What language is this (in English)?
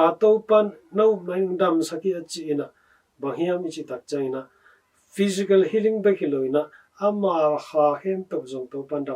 Tedim Chin